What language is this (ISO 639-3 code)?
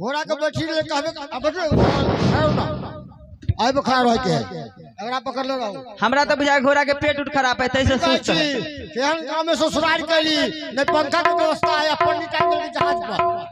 mai